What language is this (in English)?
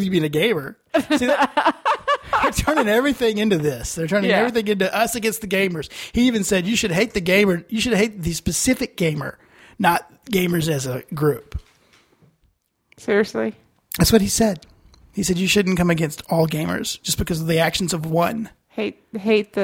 English